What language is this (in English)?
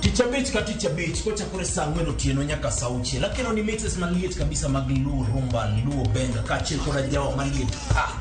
Luo (Kenya and Tanzania)